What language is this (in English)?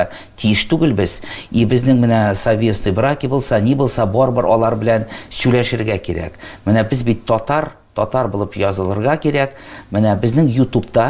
Tatar